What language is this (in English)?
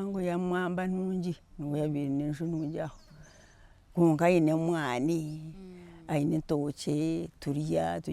Nyankole